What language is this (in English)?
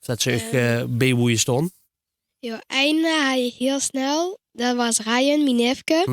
Limburgish